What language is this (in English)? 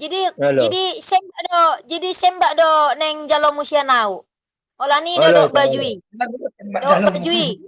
Batak Toba